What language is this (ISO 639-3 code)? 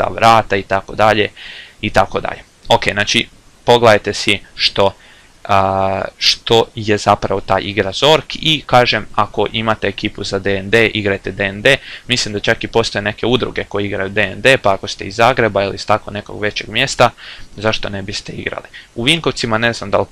hrv